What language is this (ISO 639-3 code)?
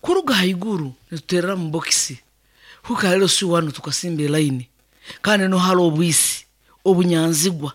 nyn